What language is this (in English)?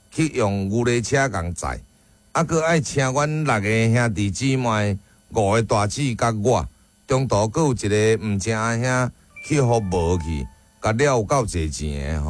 Min Nan Chinese